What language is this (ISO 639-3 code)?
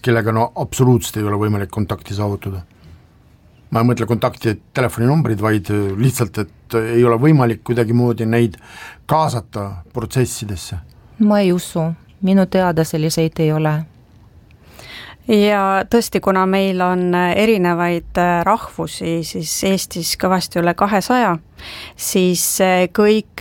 est